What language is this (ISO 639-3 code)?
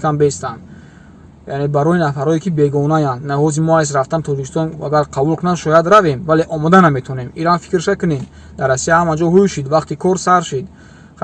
tgk